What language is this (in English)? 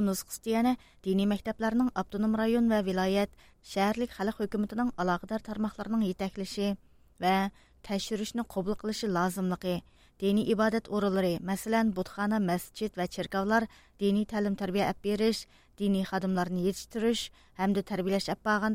Uyghur